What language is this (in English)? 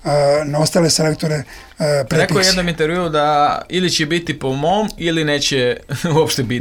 Serbian